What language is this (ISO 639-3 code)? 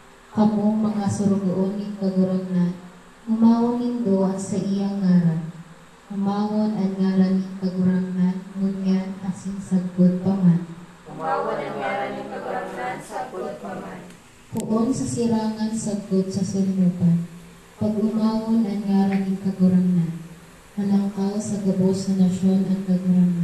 bik